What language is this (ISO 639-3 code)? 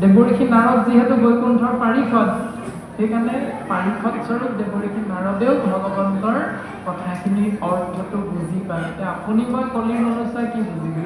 asm